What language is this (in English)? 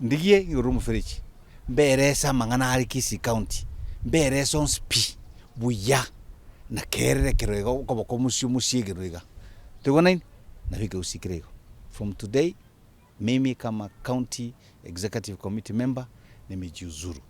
Gusii